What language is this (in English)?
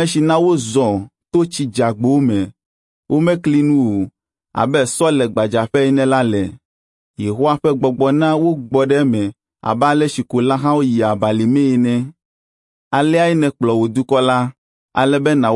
Ewe